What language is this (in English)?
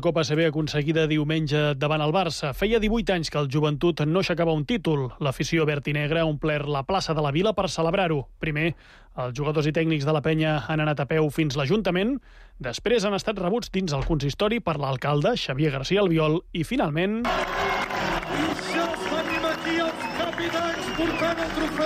Catalan